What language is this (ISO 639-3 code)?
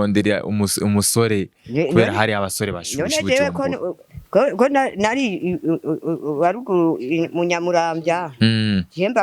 run